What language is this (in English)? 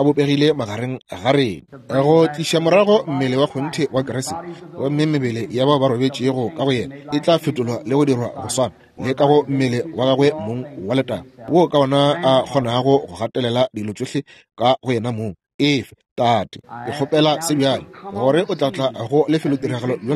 Northern Sotho